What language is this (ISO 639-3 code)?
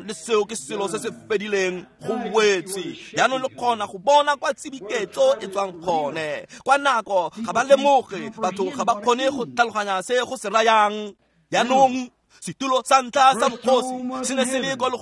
tsn